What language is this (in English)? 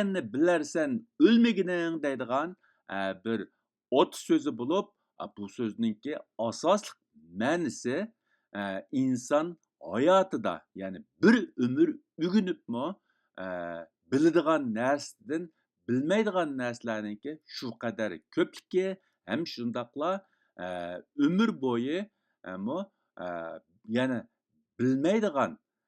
Uyghur